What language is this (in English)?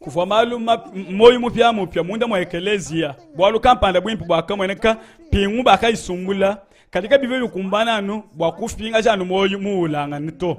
Luba-Lulua